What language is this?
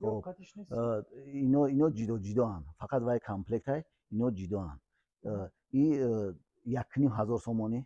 Tajik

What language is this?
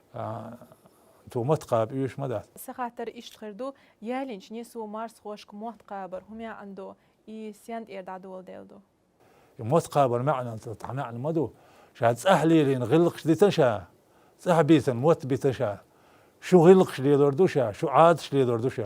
Chechen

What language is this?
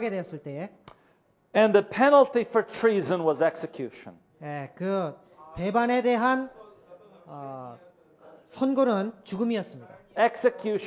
Korean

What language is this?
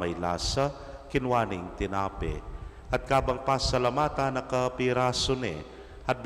Pampanga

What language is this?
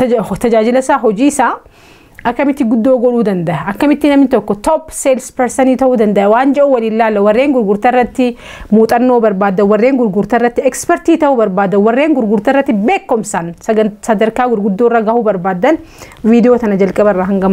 Oromo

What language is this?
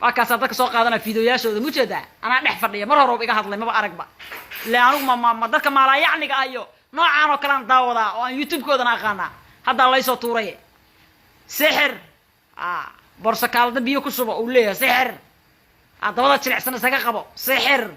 Somali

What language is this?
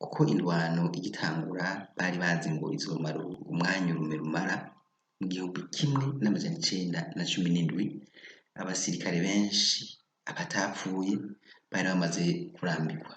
Rundi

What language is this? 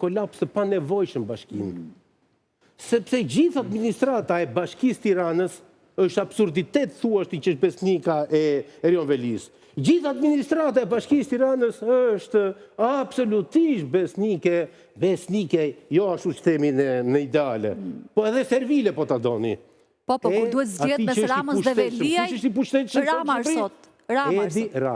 Albanian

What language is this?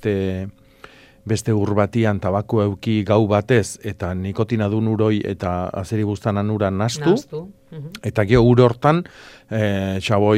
Basque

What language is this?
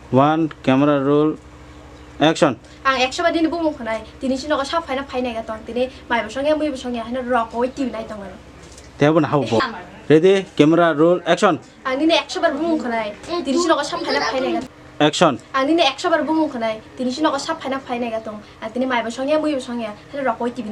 Kok Borok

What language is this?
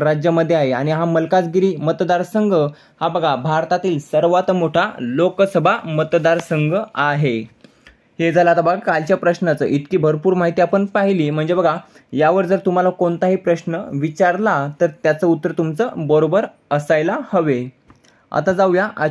Marathi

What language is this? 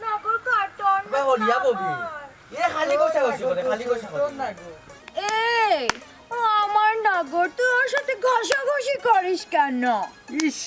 Sylheti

